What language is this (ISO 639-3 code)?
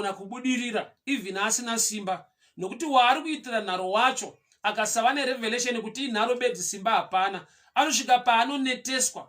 sna